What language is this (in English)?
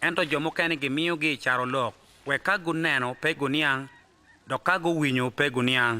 Acoli